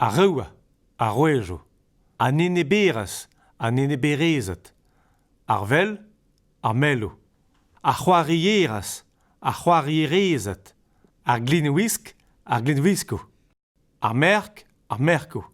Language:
Breton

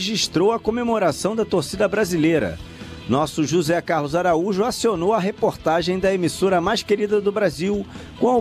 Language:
Portuguese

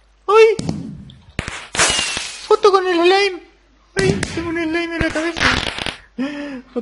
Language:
Spanish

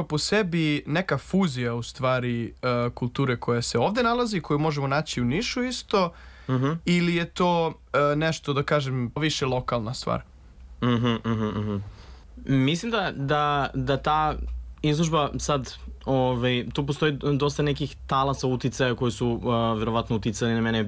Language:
Serbian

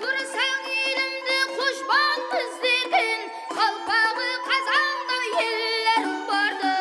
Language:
Kara-Kalpak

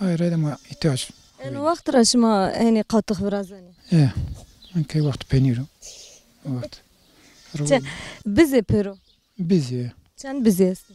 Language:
Zaza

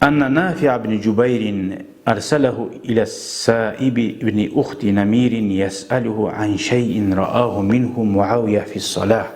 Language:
Kumyk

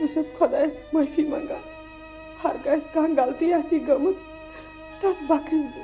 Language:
Kashmiri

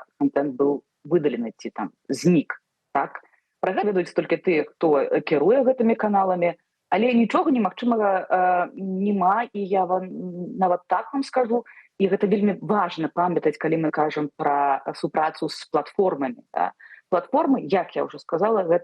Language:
Belarusian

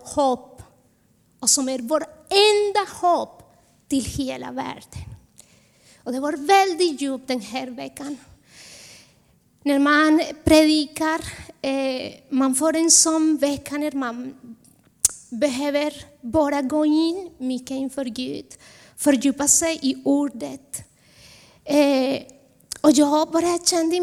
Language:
Swedish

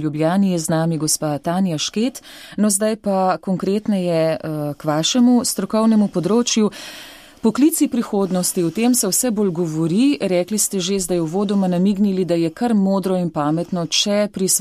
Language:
Slovenian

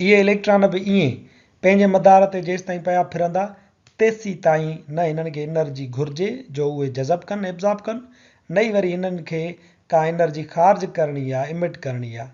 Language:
Sindhi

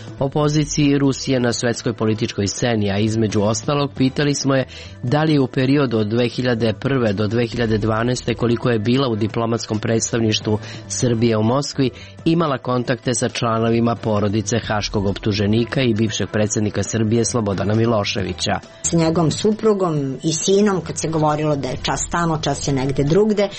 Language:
Serbian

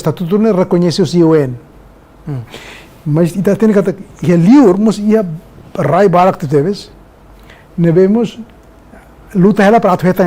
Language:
Tetum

